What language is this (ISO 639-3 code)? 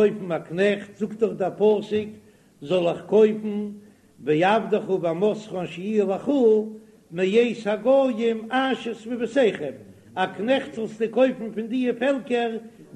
yid